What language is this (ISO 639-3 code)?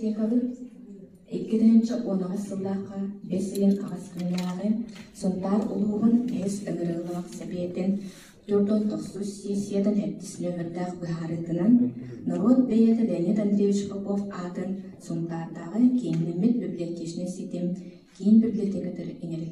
sah